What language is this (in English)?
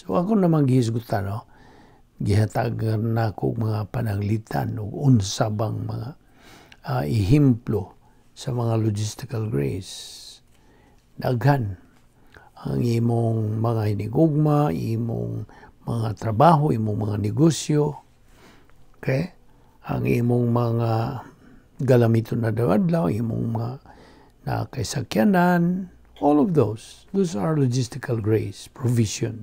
Cebuano